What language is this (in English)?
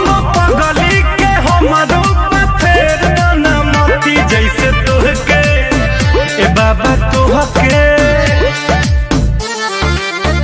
Bhojpuri